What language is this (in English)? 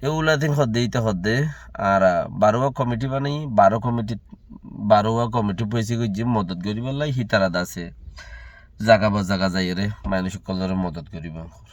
Rohingya